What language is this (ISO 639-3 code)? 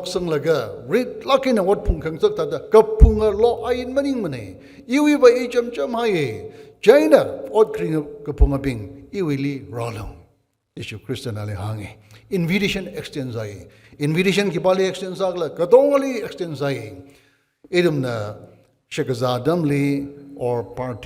nmf